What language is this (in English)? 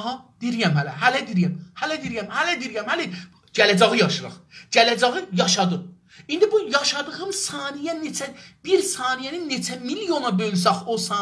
South Azerbaijani